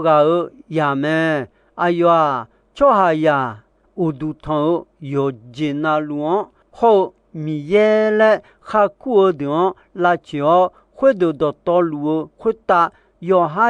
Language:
Akha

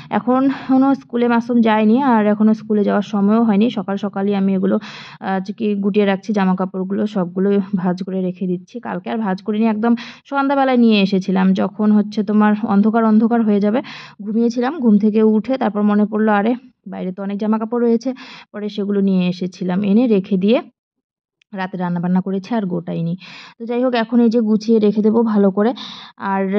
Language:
Bangla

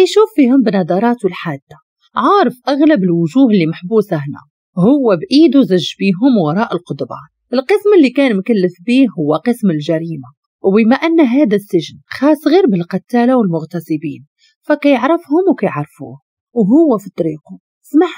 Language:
Moroccan Arabic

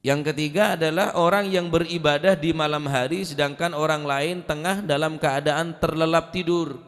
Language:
Madurese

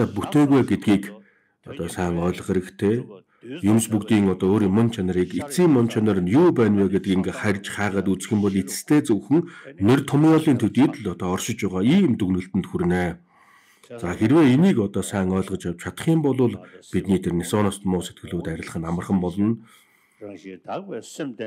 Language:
Mongolian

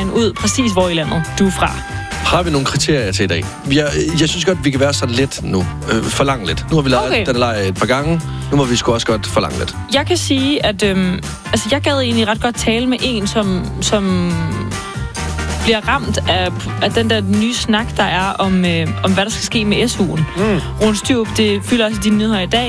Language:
Danish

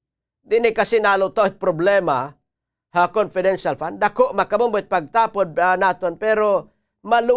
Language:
Waray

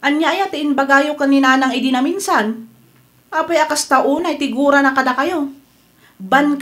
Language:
Iloko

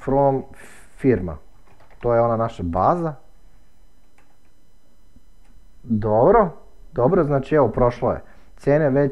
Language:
Serbian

